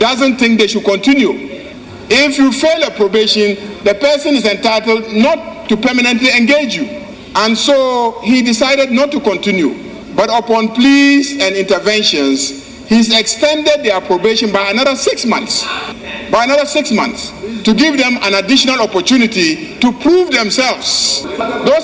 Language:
Akan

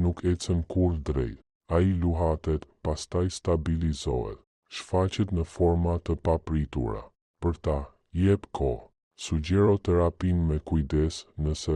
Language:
Albanian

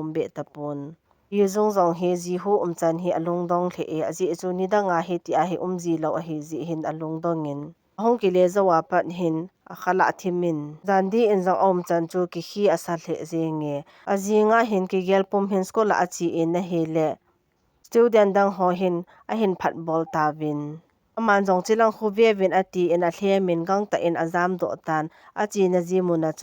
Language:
Thado Chin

